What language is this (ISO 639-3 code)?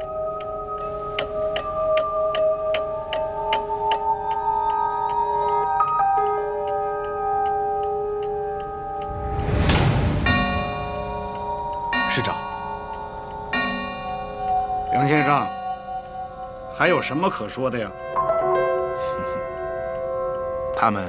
zho